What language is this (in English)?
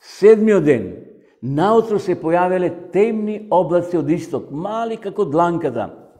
Macedonian